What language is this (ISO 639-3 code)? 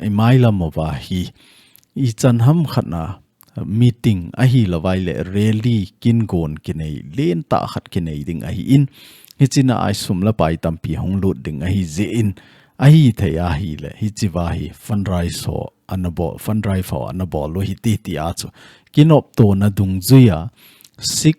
tcz